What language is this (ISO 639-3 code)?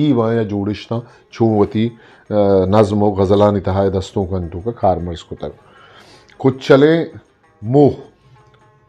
bgp